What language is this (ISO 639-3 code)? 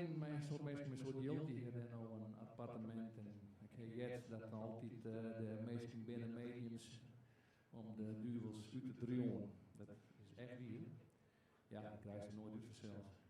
fry